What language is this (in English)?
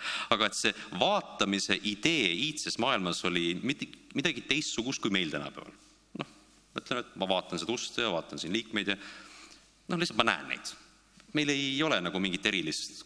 Estonian